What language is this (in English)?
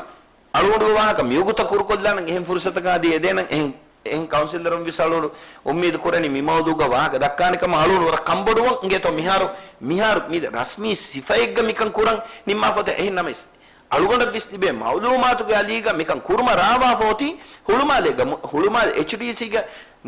Divehi